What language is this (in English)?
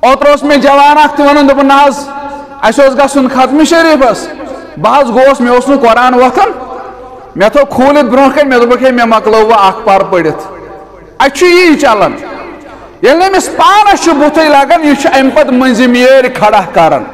Kashmiri